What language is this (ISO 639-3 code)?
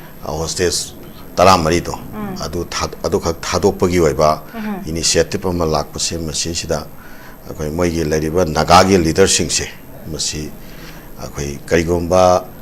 mni